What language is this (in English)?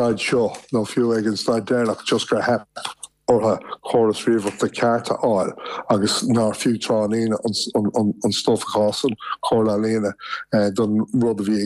Irish